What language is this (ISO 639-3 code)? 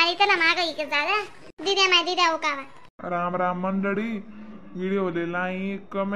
khn